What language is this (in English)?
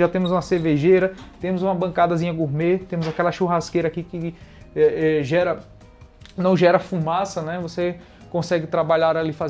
Portuguese